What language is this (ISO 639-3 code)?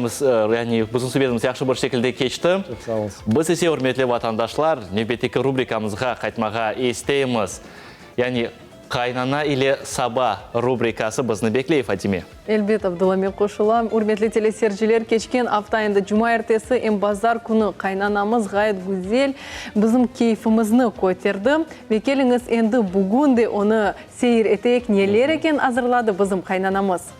crh